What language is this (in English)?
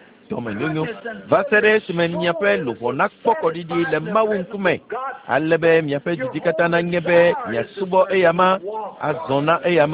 Ewe